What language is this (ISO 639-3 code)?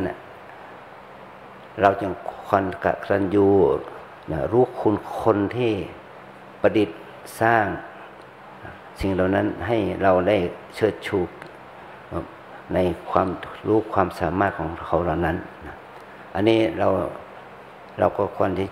tha